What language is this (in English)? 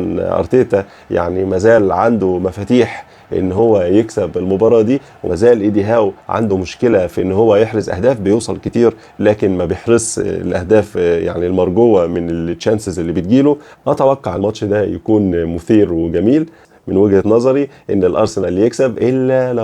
Egyptian Arabic